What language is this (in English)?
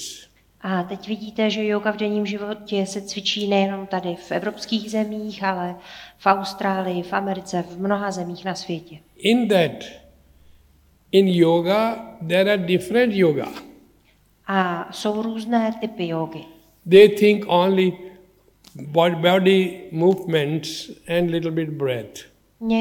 Czech